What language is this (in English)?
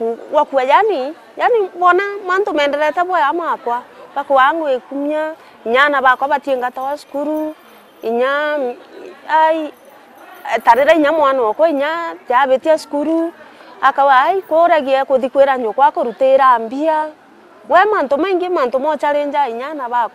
Meru